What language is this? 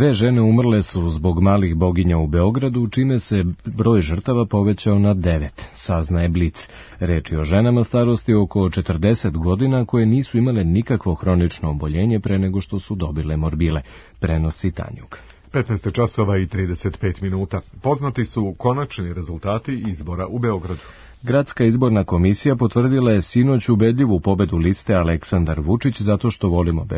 Serbian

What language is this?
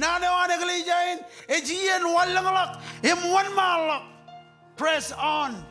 Marshallese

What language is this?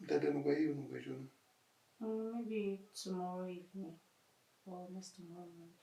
Bini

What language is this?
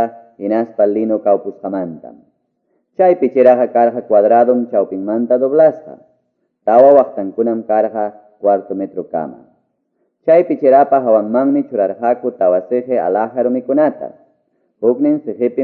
Quechua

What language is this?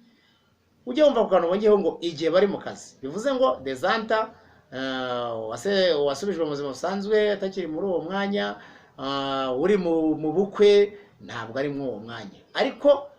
Kinyarwanda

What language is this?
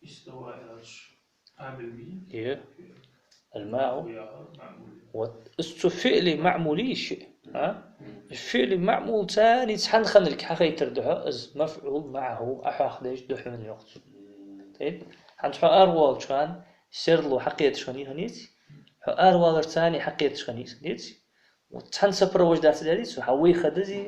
Ingush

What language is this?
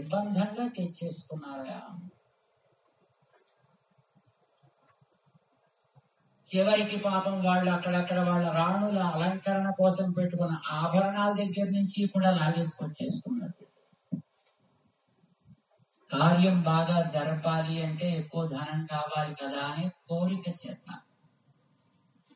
Telugu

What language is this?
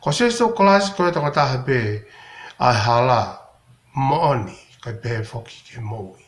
Tongan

